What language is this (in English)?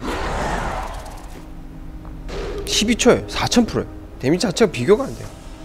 Korean